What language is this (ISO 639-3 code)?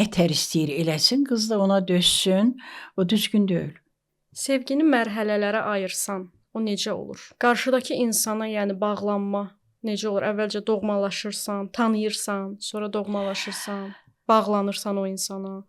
aze